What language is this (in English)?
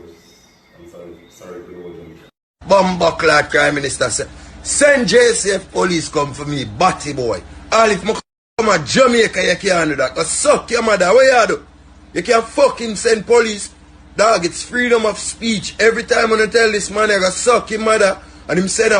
Jamaican Creole English